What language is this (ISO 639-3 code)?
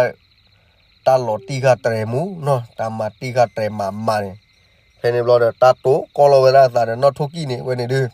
ksw